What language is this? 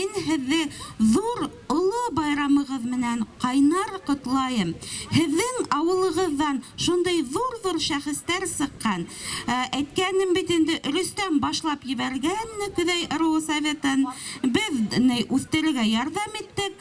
Bashkir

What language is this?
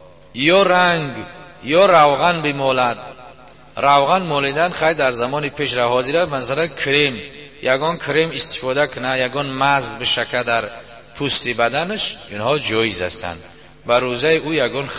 Tajik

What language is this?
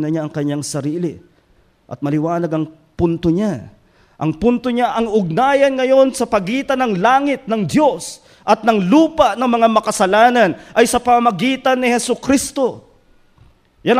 Filipino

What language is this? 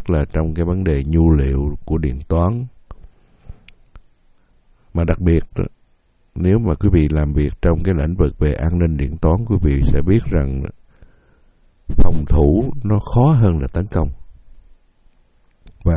Vietnamese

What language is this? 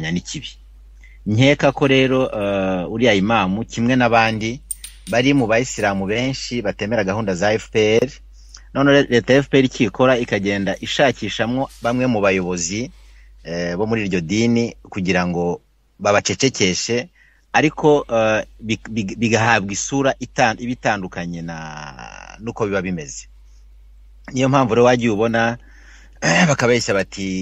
Kinyarwanda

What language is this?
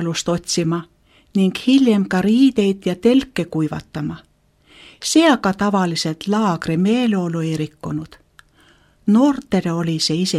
Estonian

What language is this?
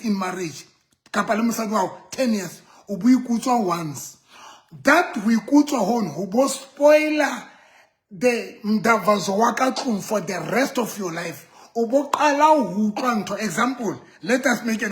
Southern Sotho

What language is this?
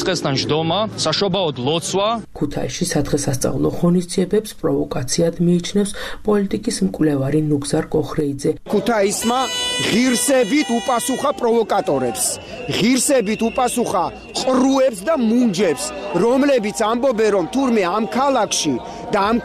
Georgian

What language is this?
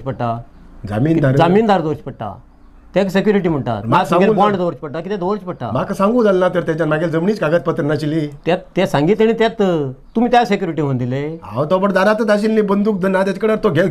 Konkani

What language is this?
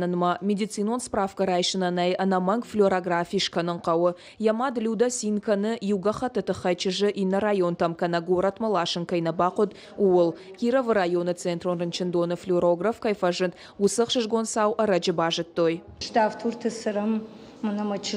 Ossetic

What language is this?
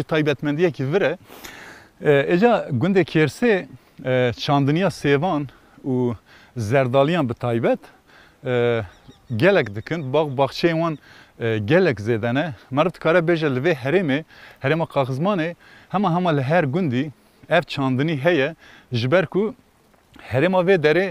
Kurdish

